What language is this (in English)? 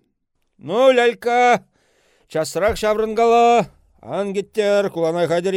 Chuvash